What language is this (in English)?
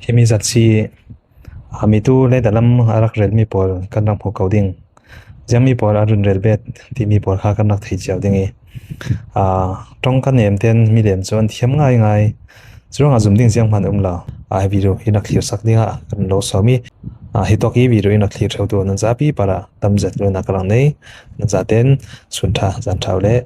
Falam Chin